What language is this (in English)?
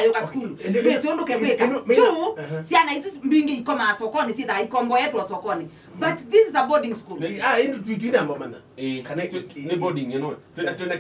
Kamba